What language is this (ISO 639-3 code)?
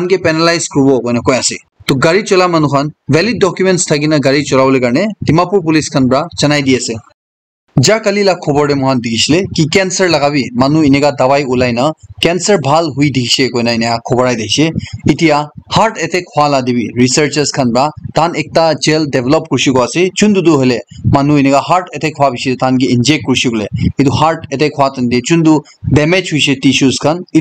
nag